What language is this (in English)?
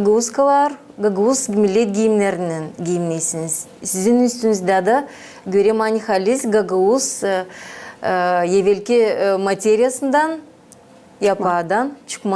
Gagauz